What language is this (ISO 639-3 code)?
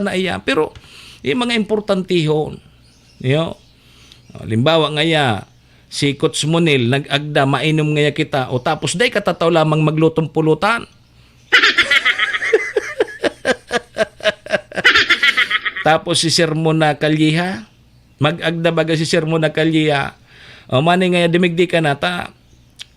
bik